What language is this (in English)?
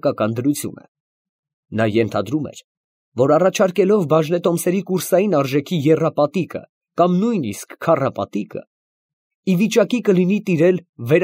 Armenian